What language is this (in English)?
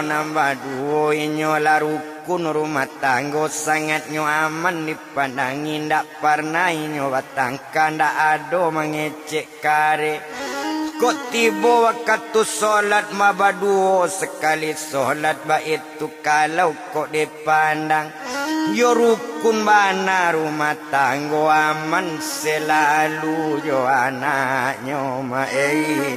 Minangkabau